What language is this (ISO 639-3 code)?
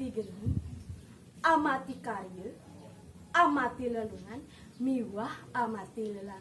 ban